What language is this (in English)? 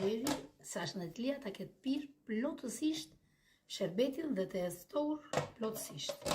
Albanian